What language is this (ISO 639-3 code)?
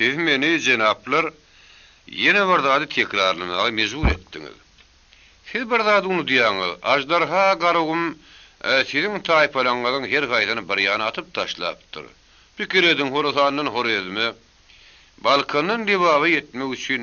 tuk